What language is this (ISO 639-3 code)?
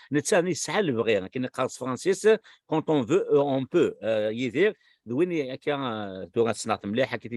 kab